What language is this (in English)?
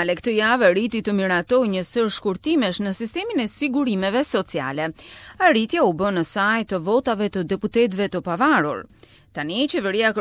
Albanian